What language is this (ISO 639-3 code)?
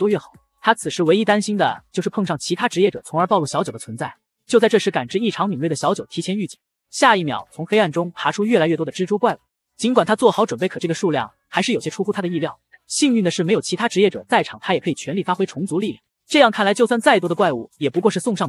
zho